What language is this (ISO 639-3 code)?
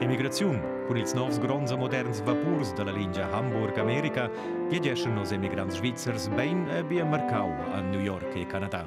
roh